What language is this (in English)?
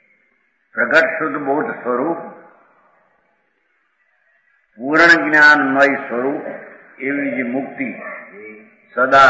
Gujarati